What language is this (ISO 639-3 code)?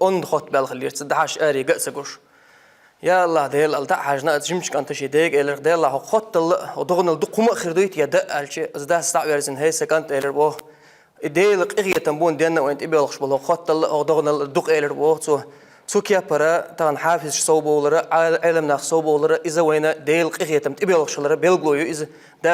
che